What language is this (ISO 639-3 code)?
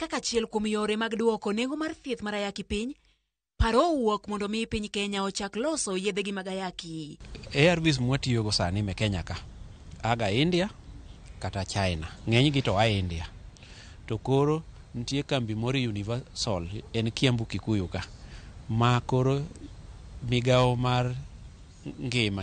luo